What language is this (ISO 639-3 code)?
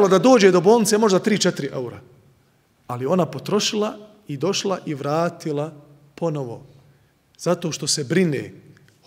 bos